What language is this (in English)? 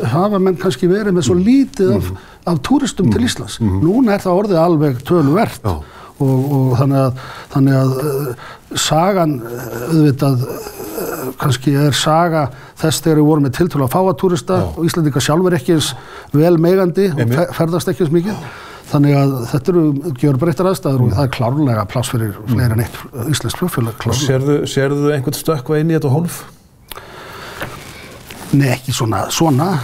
Icelandic